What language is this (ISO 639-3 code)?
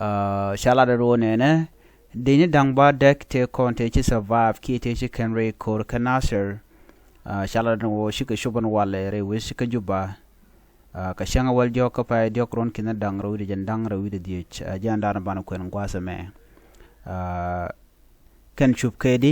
nus